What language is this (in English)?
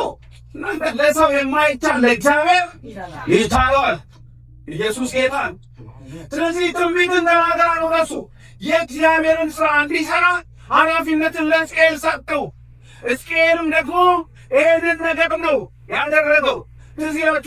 Amharic